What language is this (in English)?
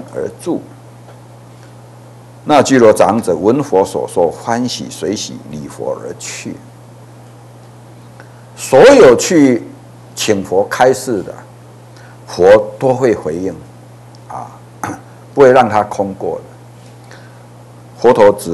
Chinese